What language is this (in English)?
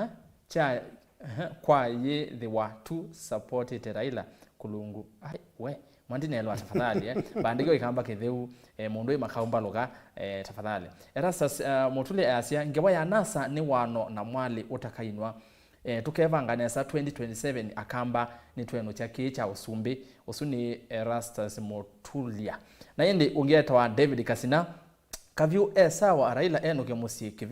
Kamba